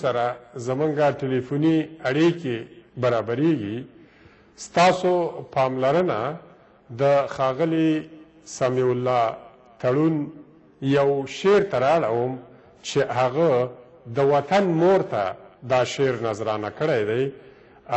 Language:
Pashto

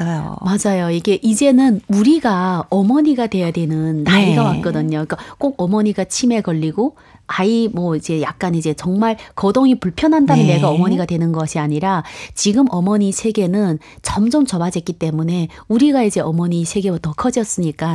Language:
Korean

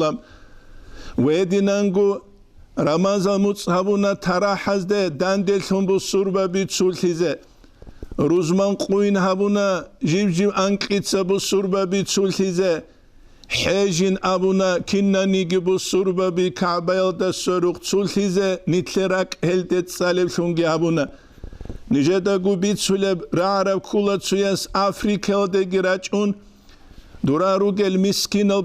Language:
Avaric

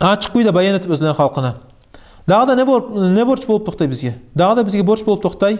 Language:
Kumyk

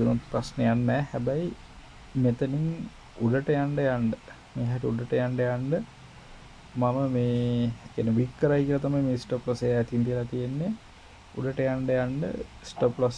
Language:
Sinhala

